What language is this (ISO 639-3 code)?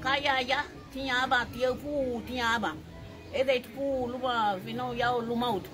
cab